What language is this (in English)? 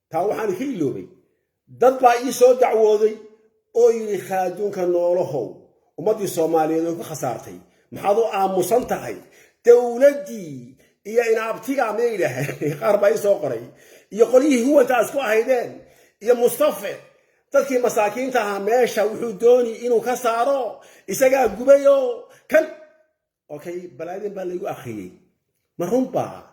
Somali